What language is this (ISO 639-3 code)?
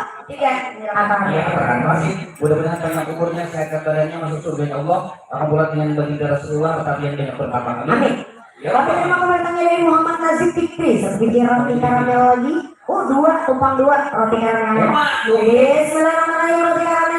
bjn